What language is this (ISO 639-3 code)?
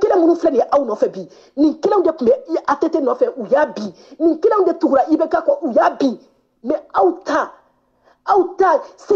bam